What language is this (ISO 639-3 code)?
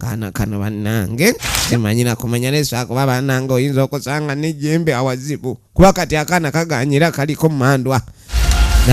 lug